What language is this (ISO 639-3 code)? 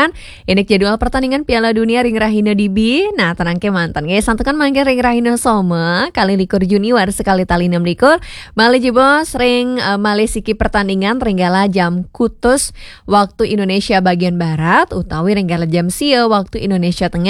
ban